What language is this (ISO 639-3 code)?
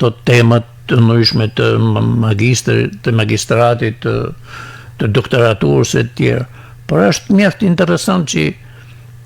sqi